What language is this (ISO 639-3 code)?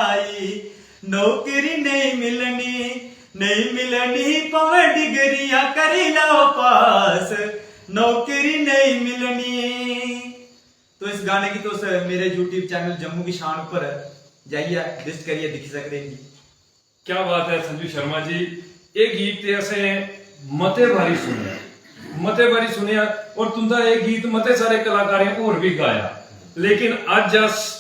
doi